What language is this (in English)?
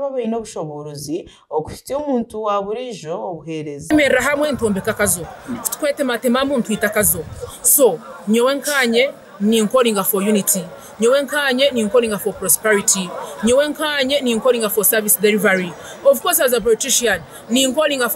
Nyankole